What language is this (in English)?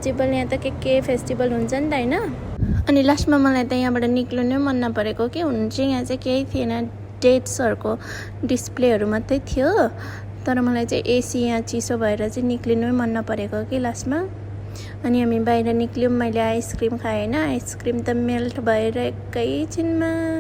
Nepali